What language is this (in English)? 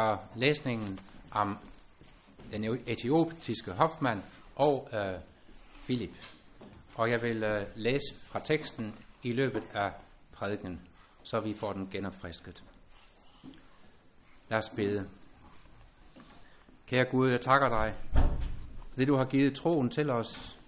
Danish